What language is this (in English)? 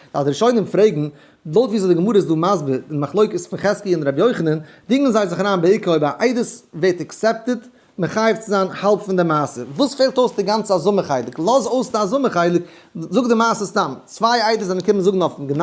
Yiddish